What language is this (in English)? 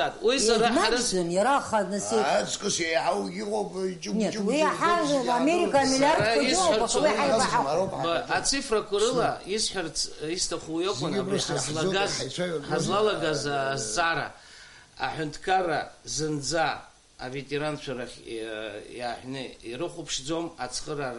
Abkhazian